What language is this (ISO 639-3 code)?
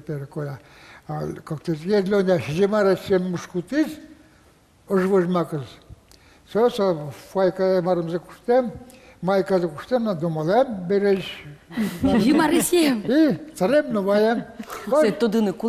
udm